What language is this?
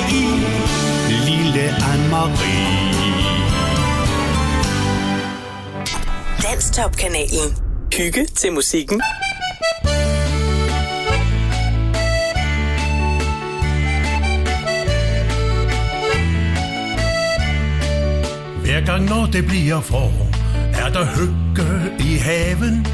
Danish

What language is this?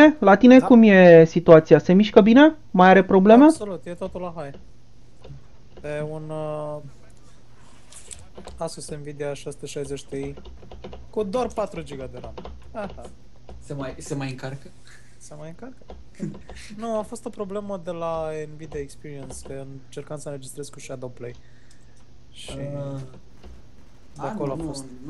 Romanian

